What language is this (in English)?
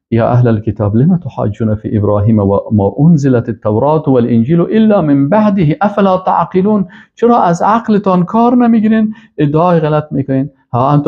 Persian